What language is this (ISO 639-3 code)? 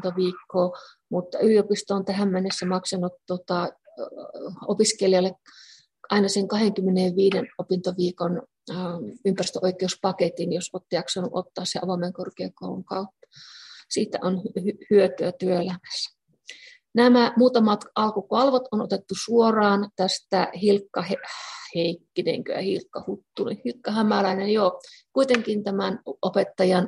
fin